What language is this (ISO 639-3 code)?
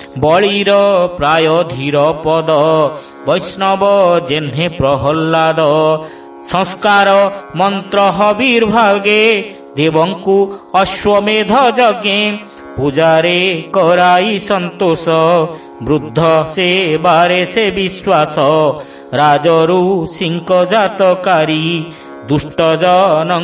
ori